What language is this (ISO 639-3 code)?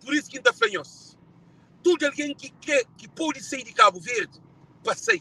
kea